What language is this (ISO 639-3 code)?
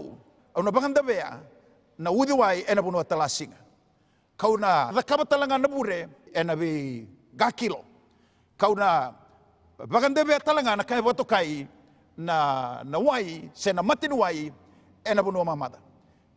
fij